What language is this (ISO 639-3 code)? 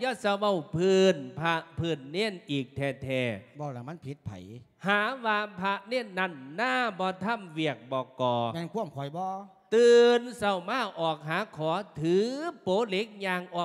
lao